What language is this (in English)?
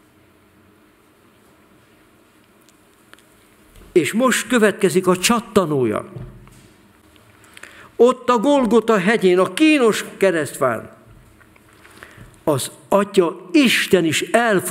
Hungarian